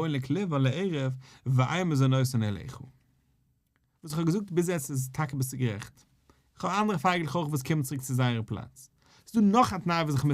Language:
Yiddish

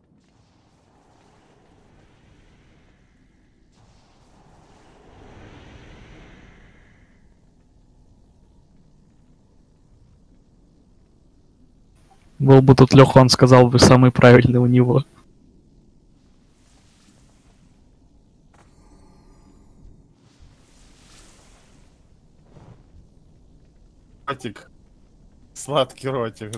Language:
Russian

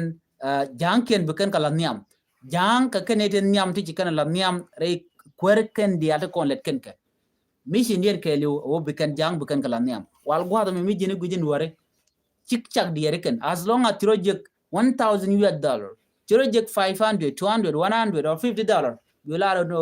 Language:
Nuer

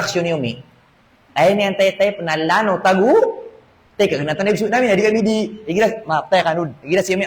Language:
Maranao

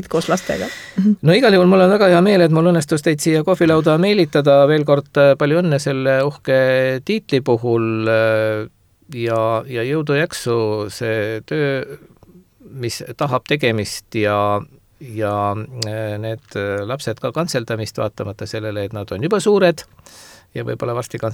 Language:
Estonian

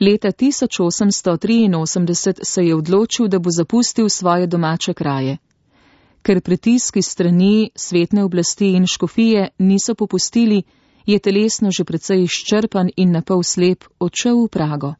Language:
Slovenian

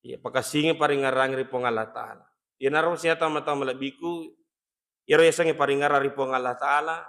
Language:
Buginese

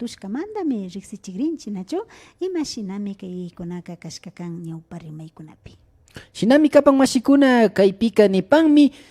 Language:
Imbabura Highland Quichua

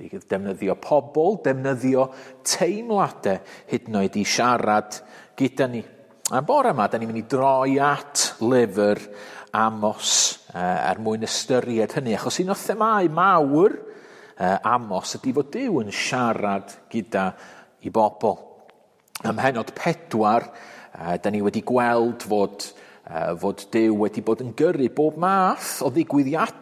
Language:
Welsh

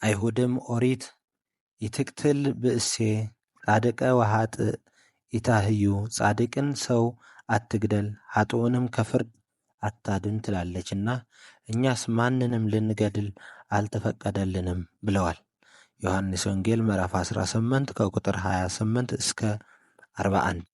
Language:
Amharic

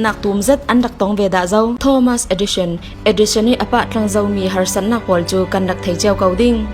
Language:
Falam Chin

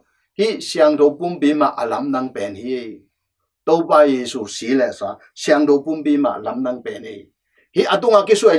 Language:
Tedim Chin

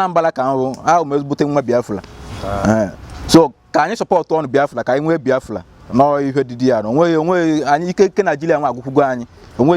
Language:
Igbo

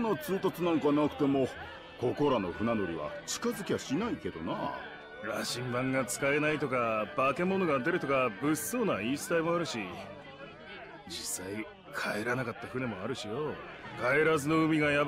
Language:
Japanese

